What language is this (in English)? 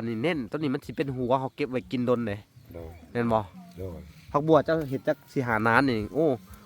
Lao